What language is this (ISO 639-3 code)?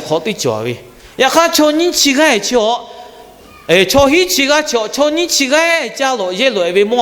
lhu